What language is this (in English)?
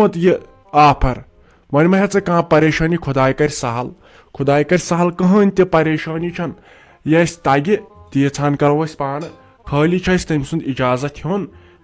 Kashmiri